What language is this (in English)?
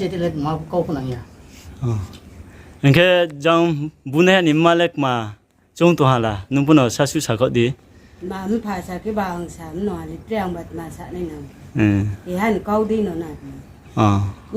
Riang (India)